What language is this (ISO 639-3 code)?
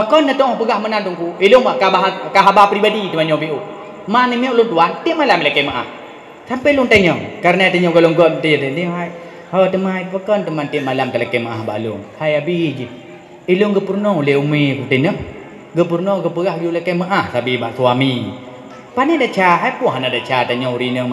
ace